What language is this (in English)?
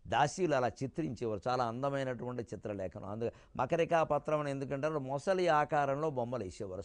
Telugu